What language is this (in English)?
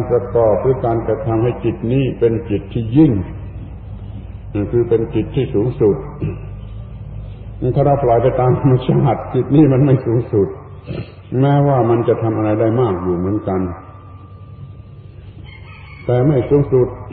Thai